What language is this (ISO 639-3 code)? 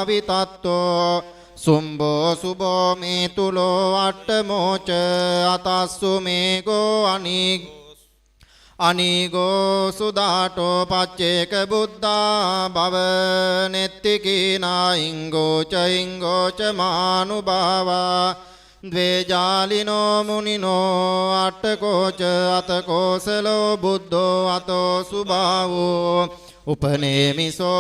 pli